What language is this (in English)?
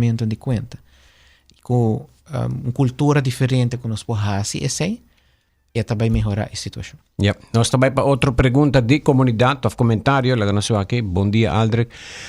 Papiamento